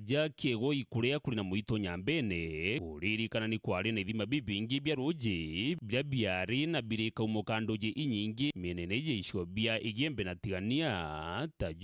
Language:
Meru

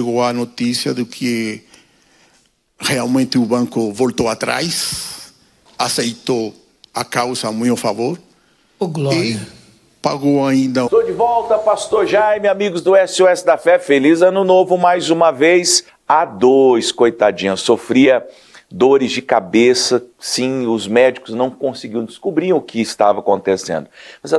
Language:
Portuguese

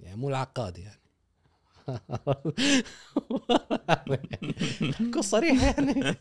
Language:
Gulf Arabic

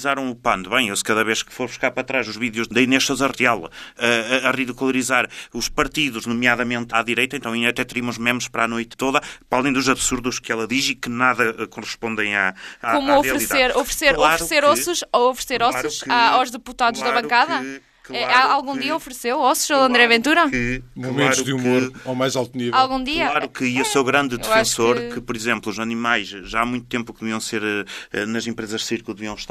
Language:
Portuguese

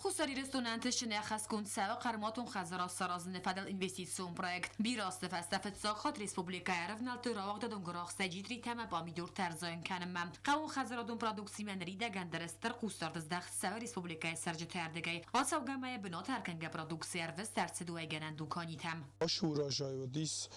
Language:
Ossetic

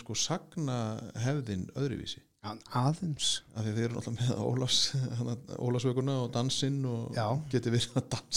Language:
Icelandic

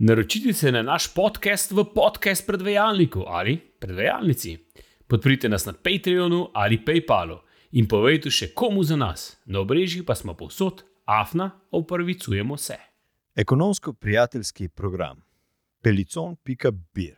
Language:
Slovenian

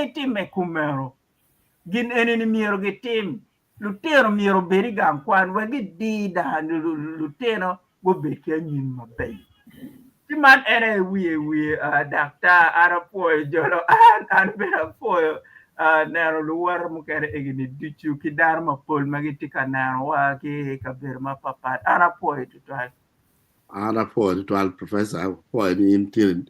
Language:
Acoli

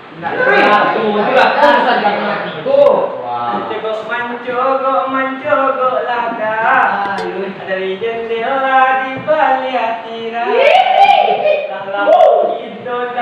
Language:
Minangkabau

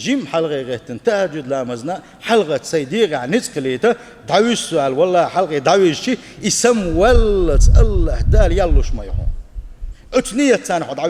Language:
Chechen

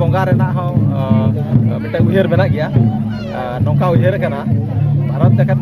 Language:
Santali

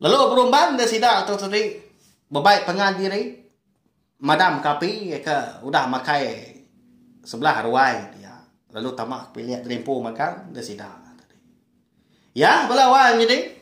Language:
Iban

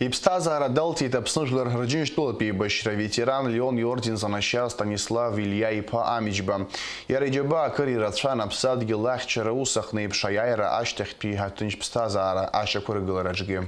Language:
Abkhazian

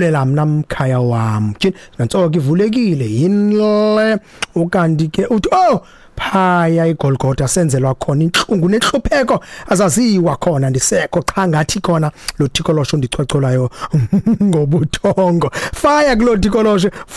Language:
Xhosa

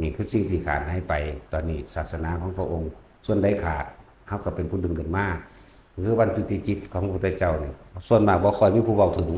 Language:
Northeastern Thai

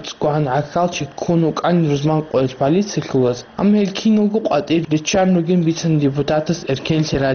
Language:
Avaric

